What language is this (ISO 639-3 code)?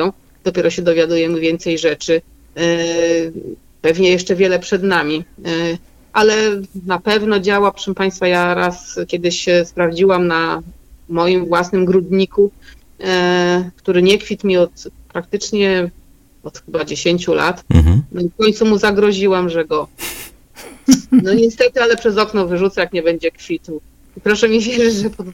pol